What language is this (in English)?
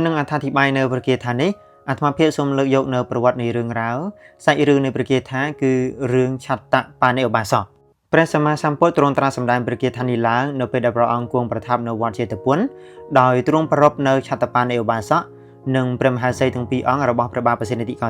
Khmer